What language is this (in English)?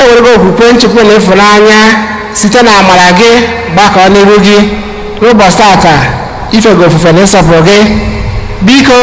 Igbo